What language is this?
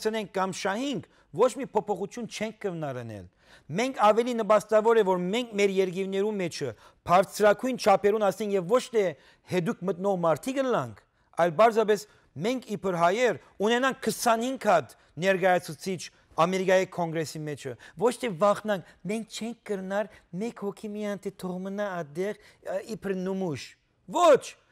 Western Armenian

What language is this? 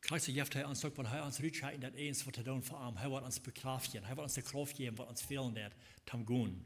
Plautdietsch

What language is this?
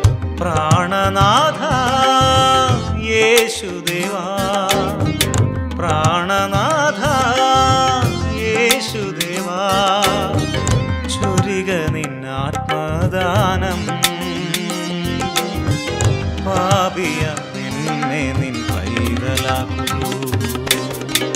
Malayalam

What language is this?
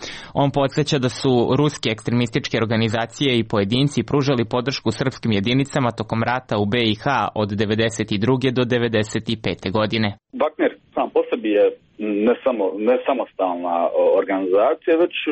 Serbian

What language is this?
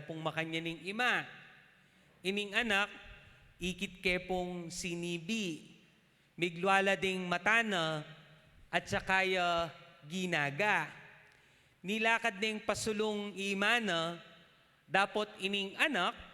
Pampanga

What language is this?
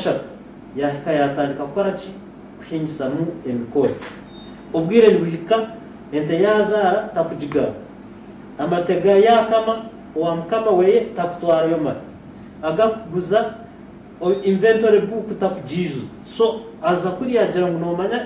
Nyankole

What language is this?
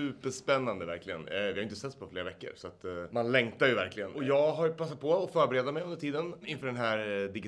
Swedish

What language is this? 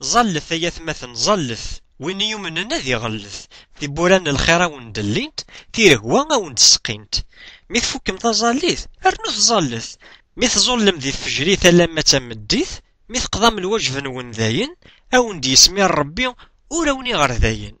Kabyle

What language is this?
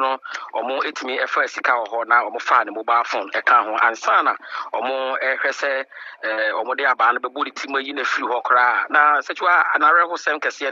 Akan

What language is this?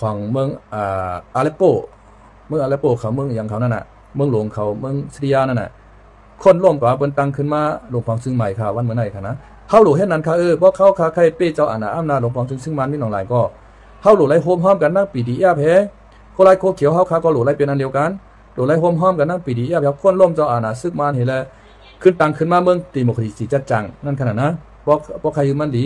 Shan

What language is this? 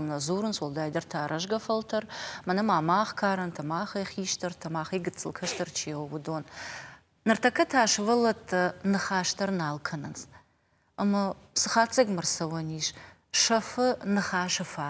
Ossetic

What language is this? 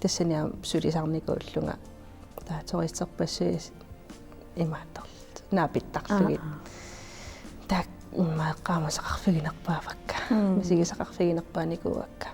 Kalaallisut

